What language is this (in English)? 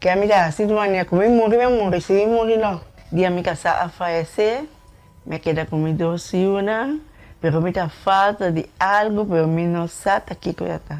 Papiamento